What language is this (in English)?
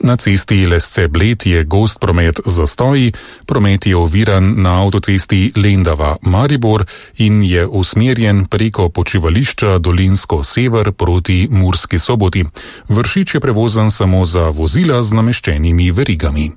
Slovenian